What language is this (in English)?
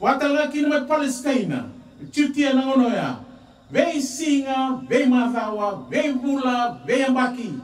Fijian